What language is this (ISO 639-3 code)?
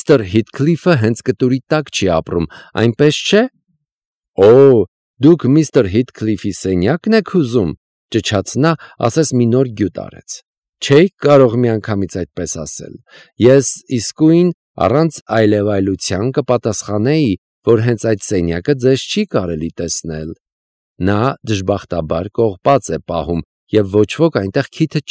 hye